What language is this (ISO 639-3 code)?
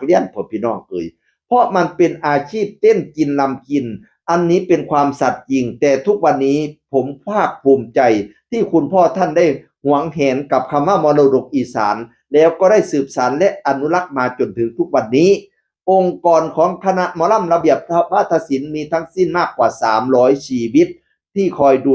tts